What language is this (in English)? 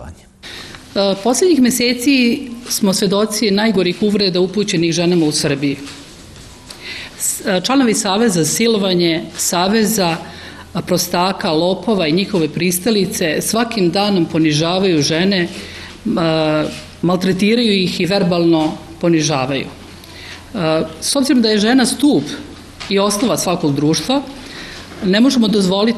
Serbian